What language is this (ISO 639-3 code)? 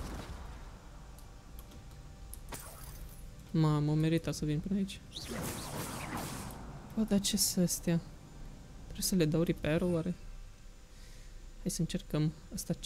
ron